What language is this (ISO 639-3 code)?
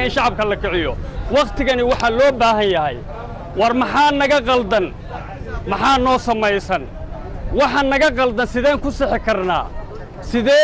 som